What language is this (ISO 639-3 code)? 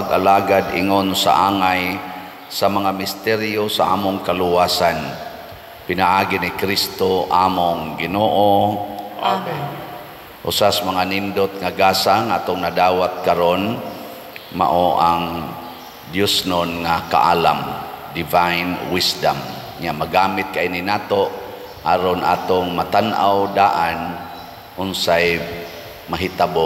ceb